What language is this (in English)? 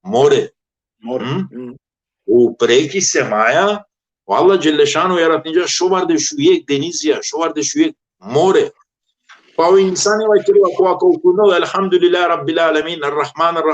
Balkan Romani